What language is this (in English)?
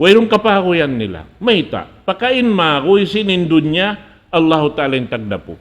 Tausug